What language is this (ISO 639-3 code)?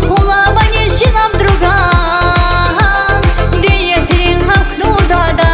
tab